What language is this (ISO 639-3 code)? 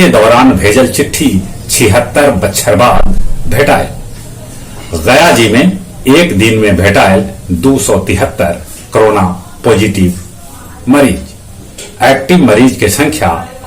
mag